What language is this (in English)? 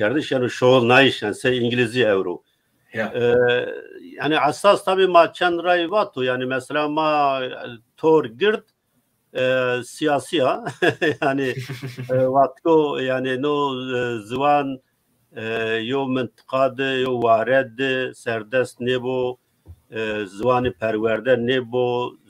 Zaza